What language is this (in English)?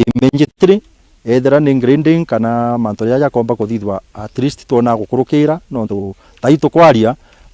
Meru